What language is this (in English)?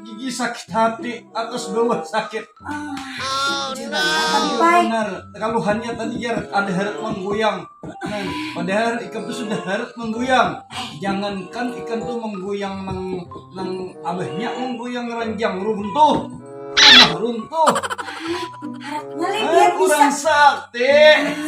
Banjar